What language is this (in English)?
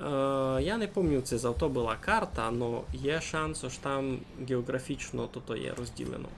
Rusyn